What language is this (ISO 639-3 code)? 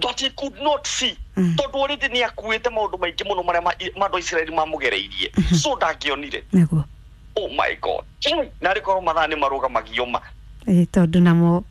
kik